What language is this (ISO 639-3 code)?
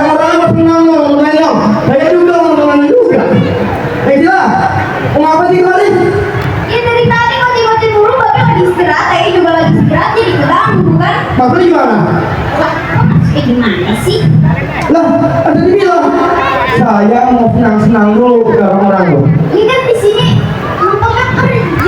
bew